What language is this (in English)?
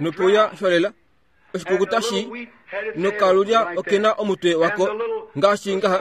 Kuanyama